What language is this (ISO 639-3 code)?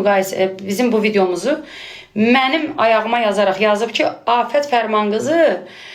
aze